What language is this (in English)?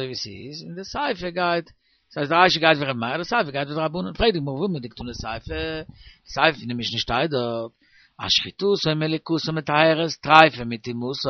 Yiddish